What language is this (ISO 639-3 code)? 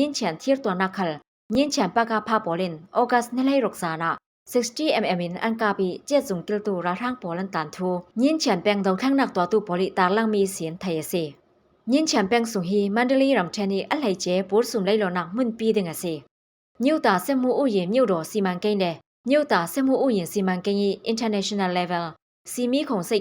cfm